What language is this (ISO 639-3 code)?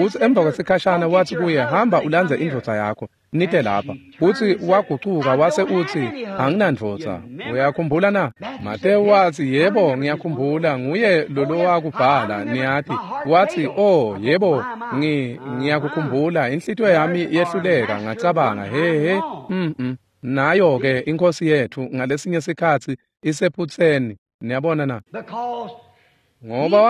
ssw